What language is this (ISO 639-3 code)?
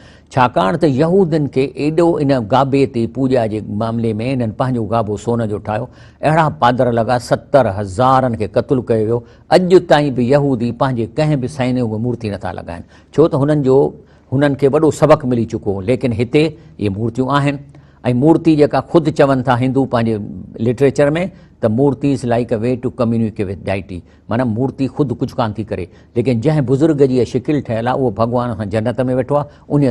snd